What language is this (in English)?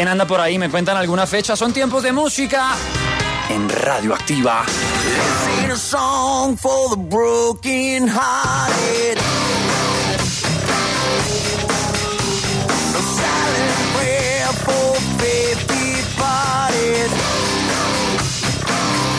Spanish